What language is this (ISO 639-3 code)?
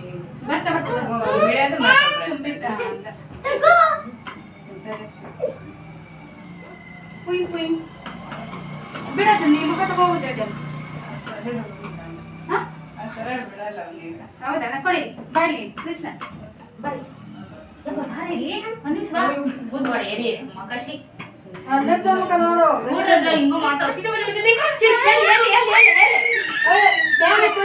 kan